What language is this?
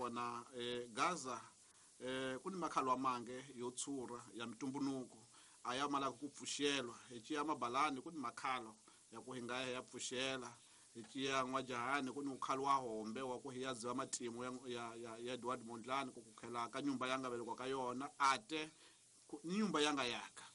Tsonga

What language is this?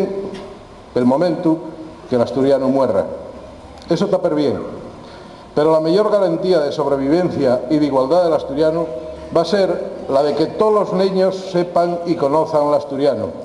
Asturian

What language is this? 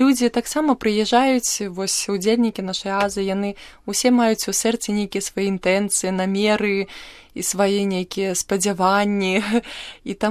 Belarusian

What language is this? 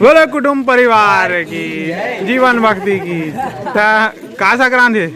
Chhattisgarhi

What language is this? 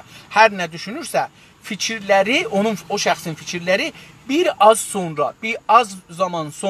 South Azerbaijani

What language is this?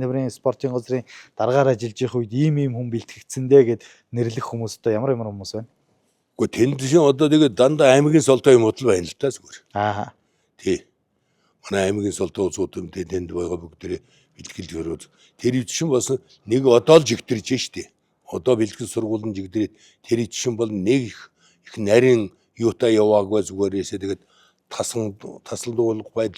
Mongolian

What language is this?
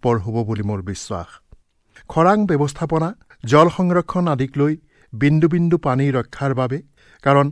Assamese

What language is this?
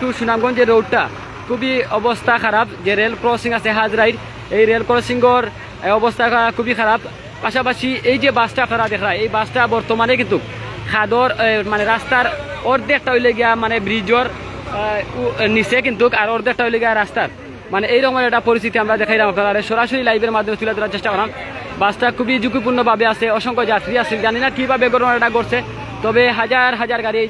Sylheti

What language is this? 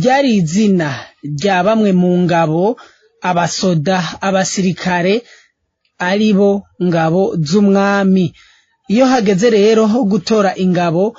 Rundi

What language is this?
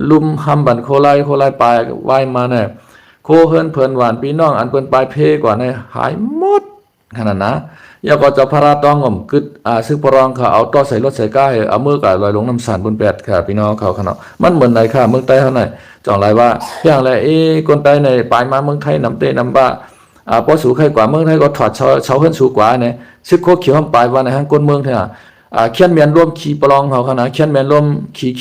Shan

